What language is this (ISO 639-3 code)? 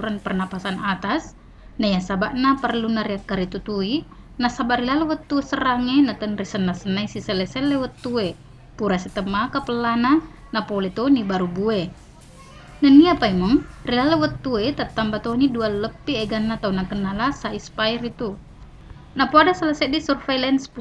bug